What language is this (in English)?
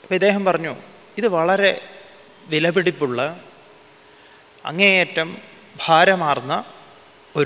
Malayalam